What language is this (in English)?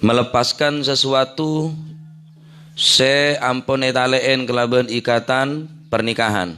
Madurese